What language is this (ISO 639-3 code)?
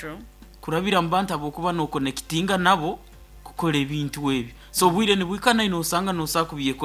nyo